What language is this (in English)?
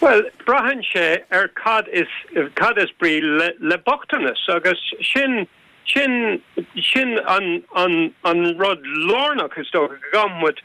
Irish